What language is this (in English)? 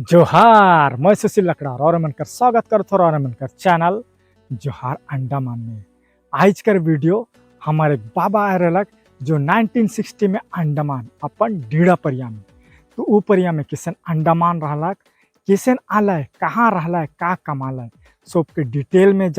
Sadri